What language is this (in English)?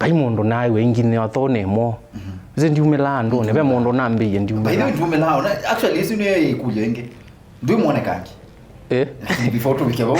Kamba